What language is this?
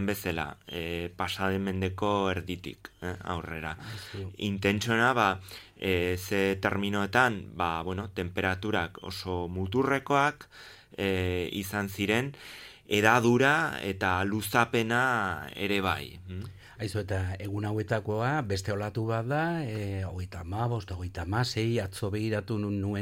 Basque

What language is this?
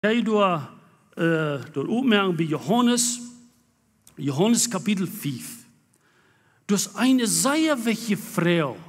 Plautdietsch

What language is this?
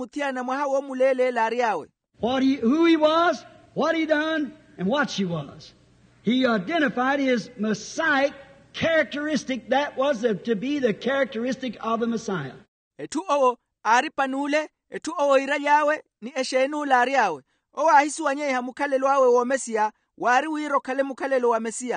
Makhuwa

